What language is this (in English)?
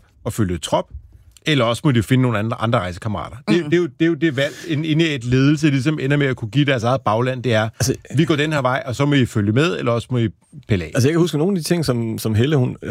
Danish